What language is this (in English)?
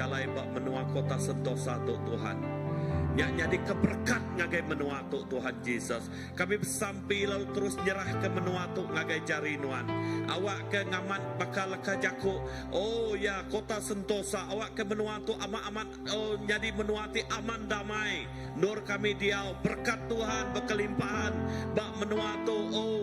Iban